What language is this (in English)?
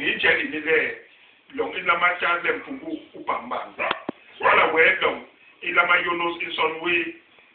Basaa